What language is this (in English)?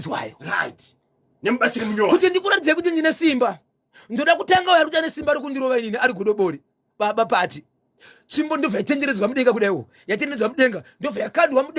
Shona